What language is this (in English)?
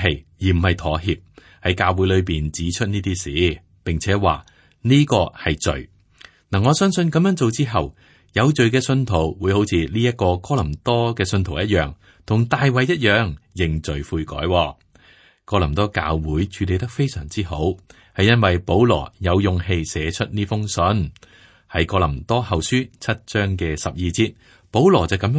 Cantonese